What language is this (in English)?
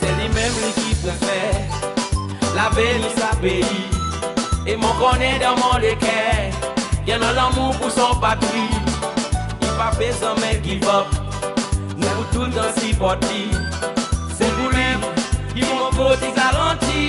Seselwa Creole French